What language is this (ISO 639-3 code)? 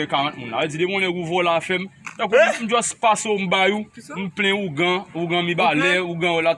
hat